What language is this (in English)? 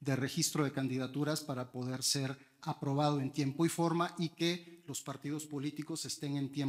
Spanish